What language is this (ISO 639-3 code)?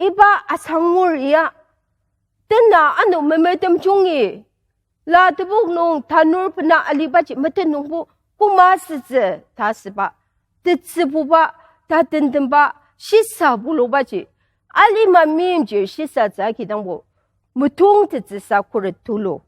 njo